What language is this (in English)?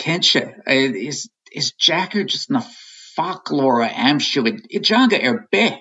Irish